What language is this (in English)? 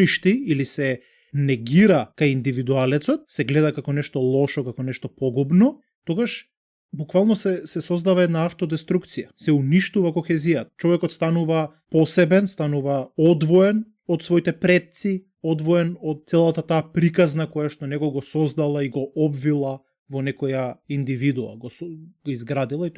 Macedonian